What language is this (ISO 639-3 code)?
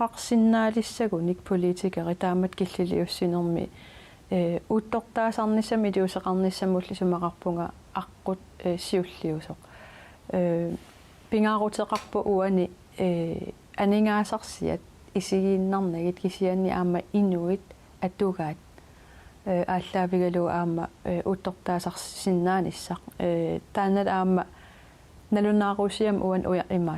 kal